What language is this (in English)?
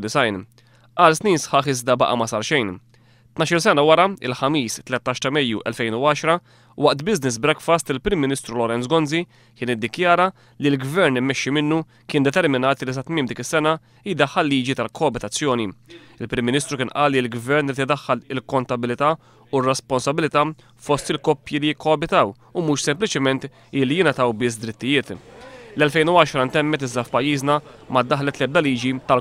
Maltese